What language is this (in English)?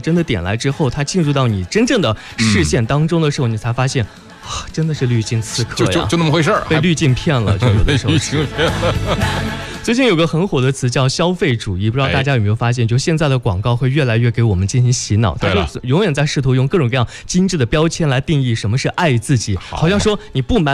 Chinese